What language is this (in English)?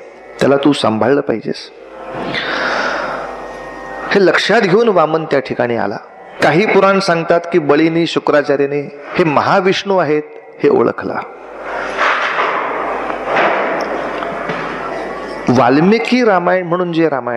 Marathi